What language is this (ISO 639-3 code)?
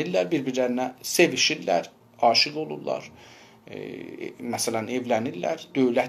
azb